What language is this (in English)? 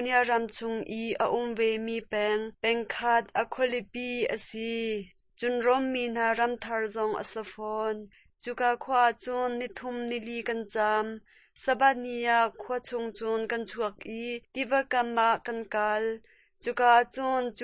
Hakha Chin